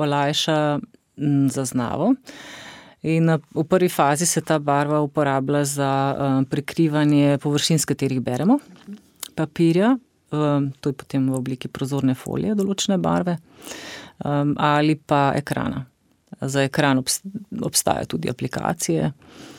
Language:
Slovenian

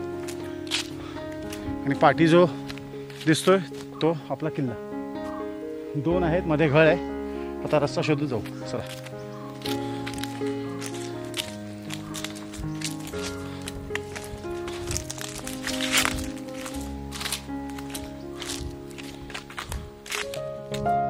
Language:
Marathi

